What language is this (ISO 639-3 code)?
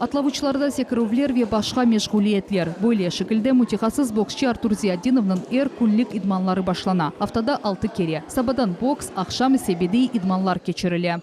crh